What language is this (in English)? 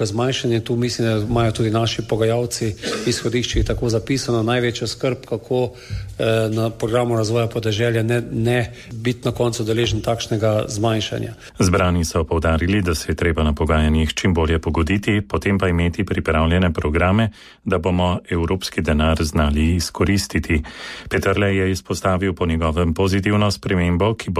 Slovenian